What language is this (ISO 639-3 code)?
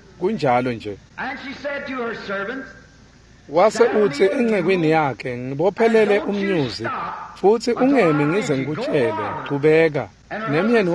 ssw